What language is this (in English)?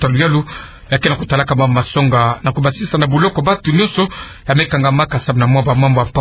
Kituba (Democratic Republic of Congo)